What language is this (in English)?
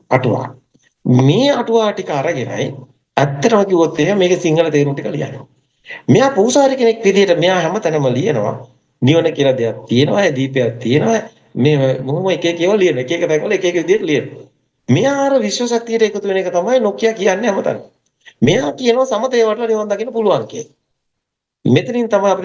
Sinhala